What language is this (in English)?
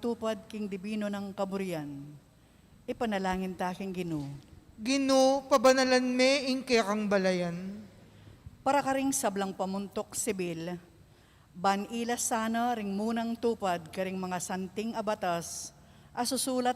Pampanga